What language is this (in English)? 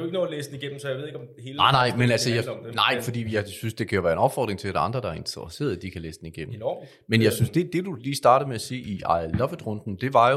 Danish